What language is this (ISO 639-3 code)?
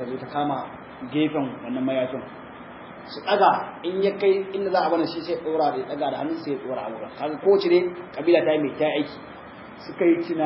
hau